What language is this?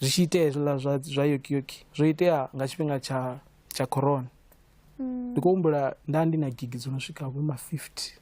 Venda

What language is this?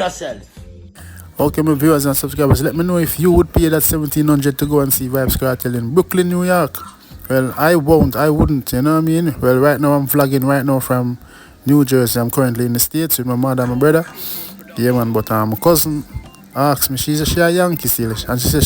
Jamaican Creole English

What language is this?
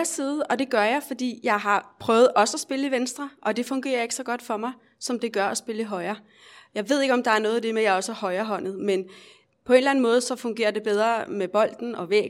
Danish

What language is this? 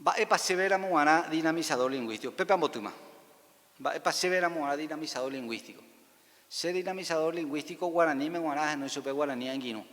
Guarani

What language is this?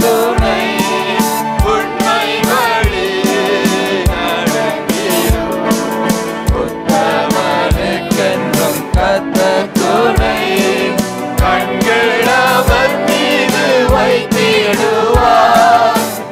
Tamil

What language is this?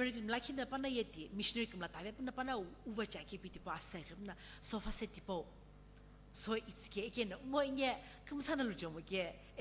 Sumi Naga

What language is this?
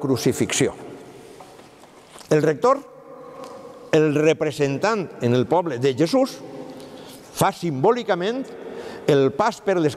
Catalan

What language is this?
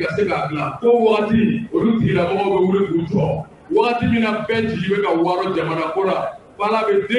Bambara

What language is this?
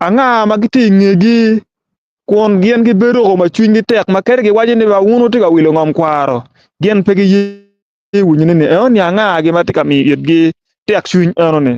Acoli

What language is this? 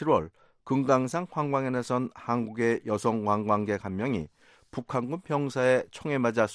Korean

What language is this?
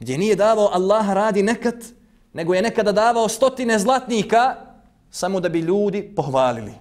Bosnian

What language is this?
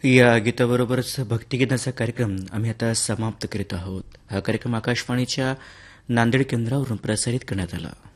Marathi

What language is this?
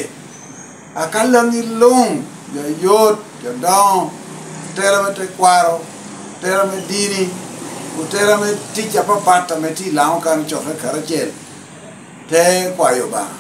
Lango (Uganda)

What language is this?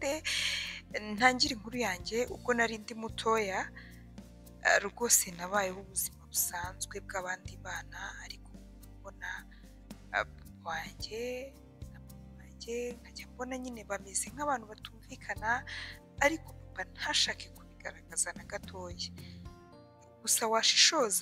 Kinyarwanda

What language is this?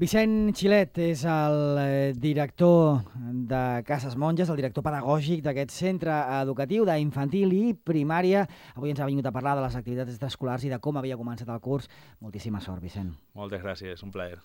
Catalan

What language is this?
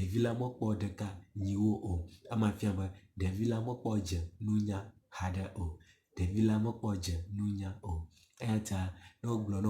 Ewe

